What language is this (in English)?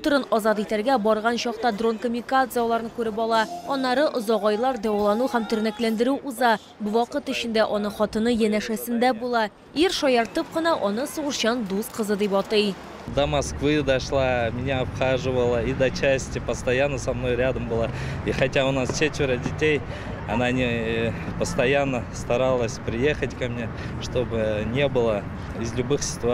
Tatar